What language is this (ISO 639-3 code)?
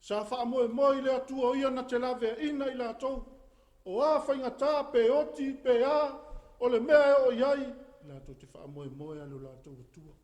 smo